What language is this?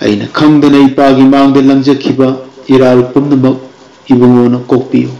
Manipuri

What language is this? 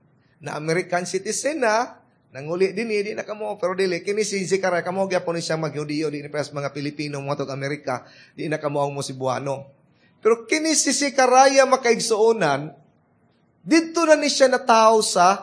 Cebuano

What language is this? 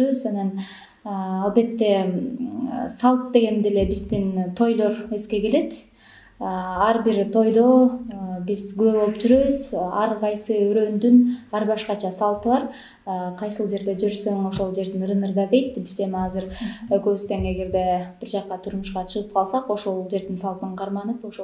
Kyrgyz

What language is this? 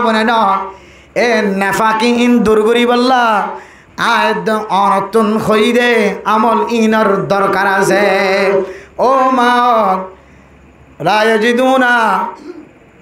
Rohingya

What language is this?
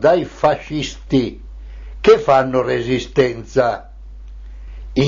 Italian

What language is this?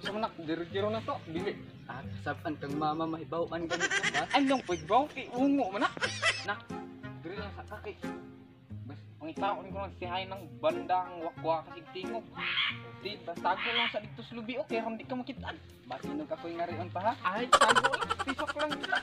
Cebuano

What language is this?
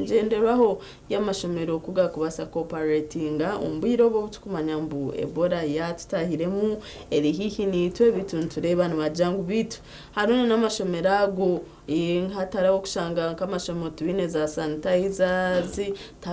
Nyankole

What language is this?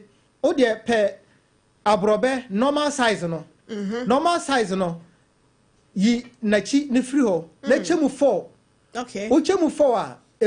Akan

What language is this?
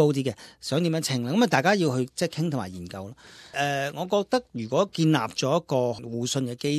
Cantonese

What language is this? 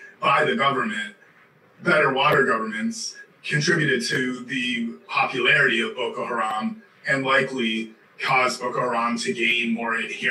English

